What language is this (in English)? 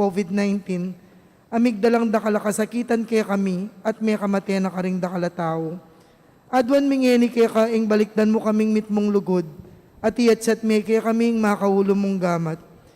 Pampanga